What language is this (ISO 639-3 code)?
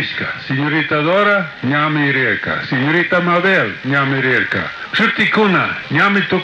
qug